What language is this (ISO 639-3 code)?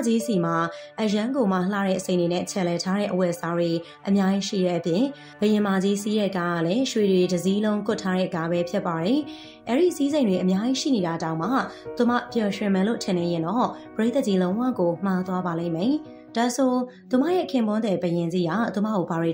mya